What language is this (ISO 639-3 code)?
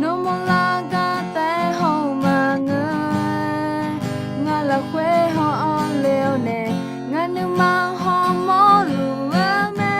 ahk